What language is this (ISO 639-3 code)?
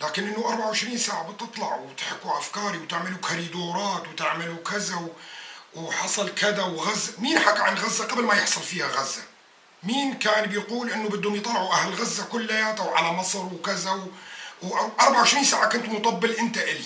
apc